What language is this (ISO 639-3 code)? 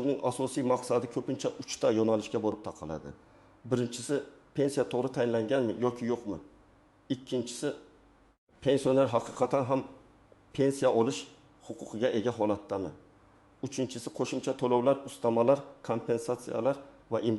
uzb